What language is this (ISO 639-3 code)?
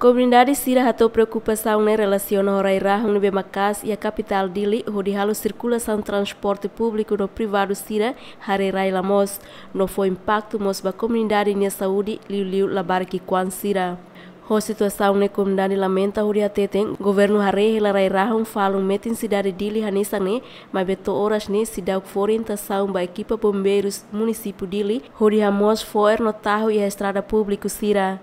tet